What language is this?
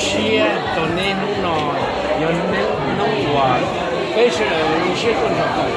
Hmong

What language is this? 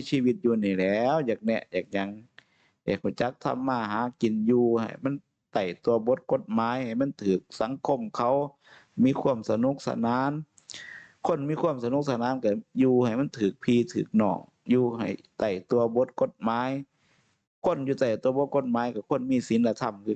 Northeastern Thai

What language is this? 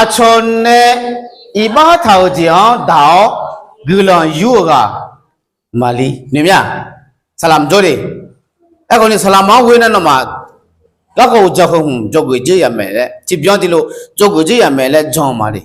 Akha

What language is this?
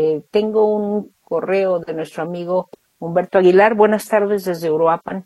Spanish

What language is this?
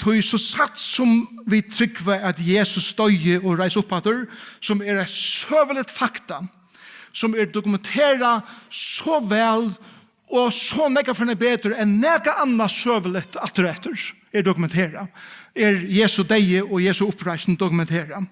Faroese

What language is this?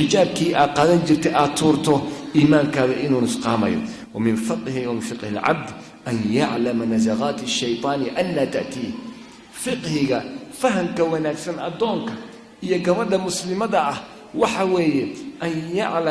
Somali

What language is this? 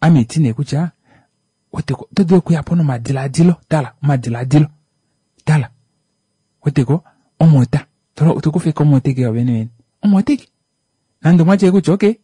Kuanyama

